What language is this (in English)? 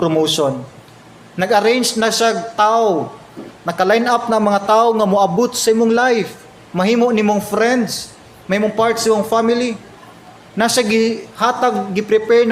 Cebuano